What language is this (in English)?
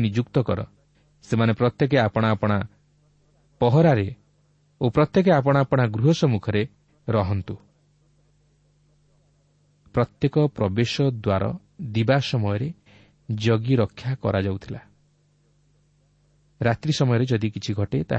Odia